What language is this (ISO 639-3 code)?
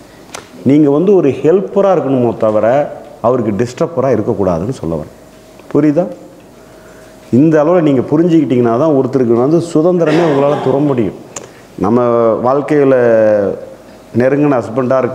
tam